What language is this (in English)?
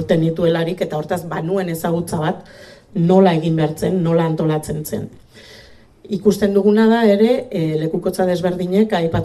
Basque